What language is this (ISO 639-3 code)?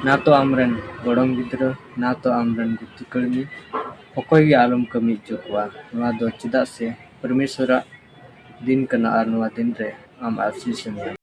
sat